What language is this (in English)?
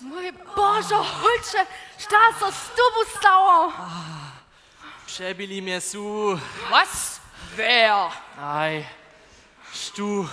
Upper Sorbian